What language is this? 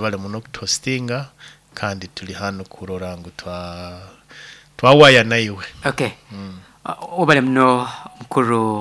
Nyoro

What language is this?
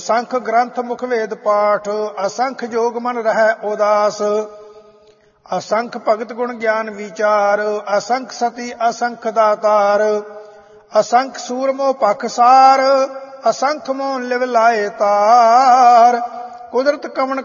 Punjabi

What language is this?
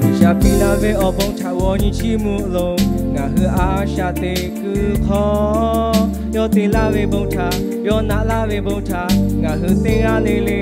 Lahu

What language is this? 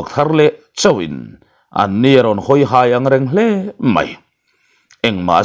Mizo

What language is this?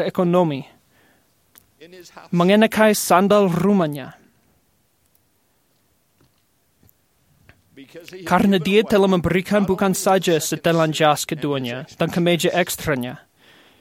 Indonesian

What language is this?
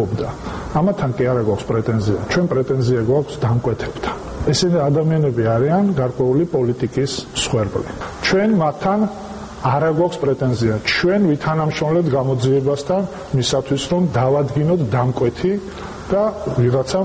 Georgian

